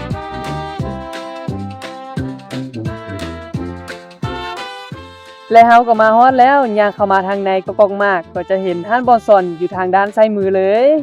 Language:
Lao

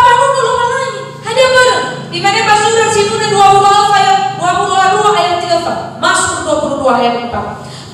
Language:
Nias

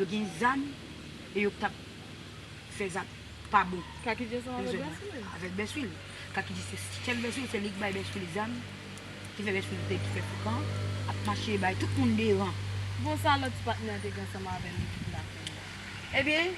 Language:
Haitian Creole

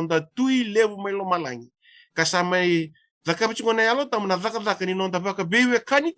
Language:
Fijian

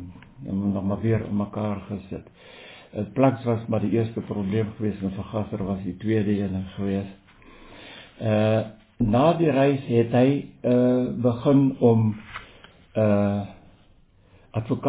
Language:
Afrikaans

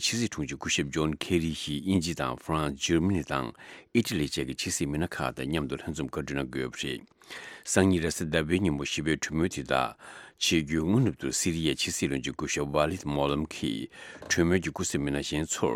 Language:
Tibetan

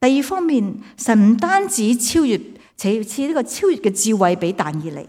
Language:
Cantonese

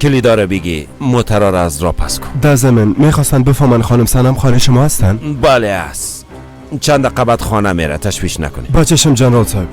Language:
Persian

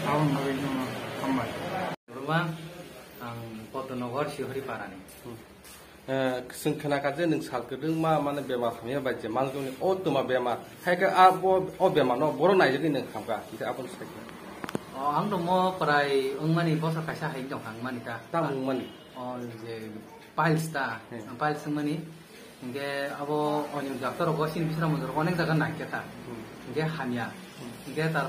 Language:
Kok Borok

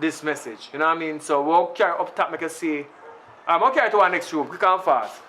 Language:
Jamaican Creole English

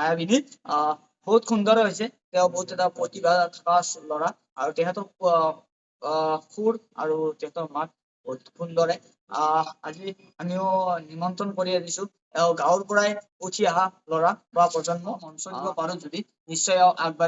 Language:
Assamese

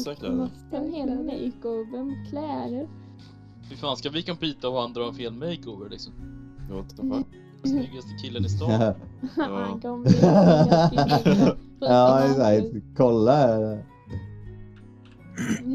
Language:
Swedish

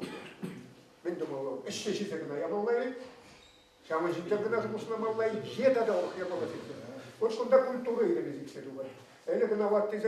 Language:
Chuvash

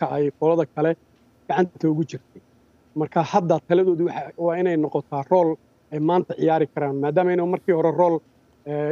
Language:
Somali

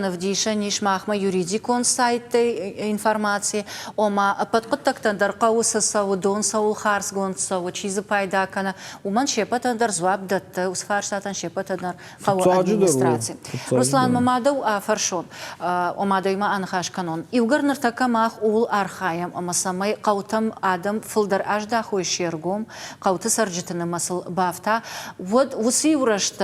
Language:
Ossetic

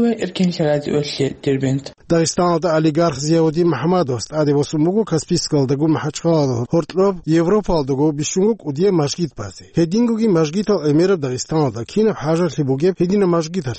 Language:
Avaric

